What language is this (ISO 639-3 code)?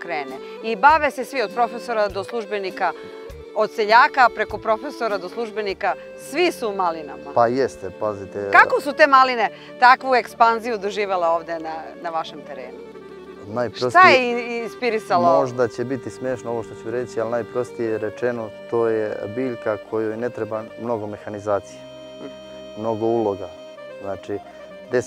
srp